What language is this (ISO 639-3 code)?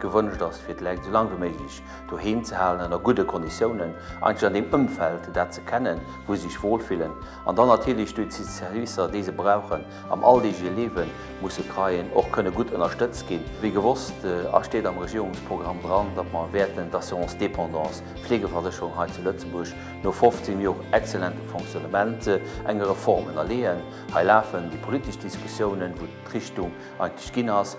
ltz